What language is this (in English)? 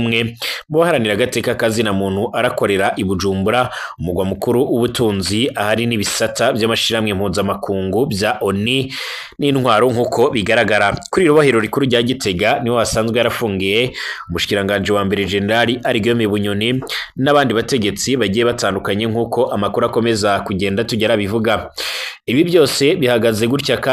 Rundi